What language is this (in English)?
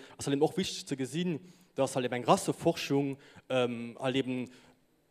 Luxembourgish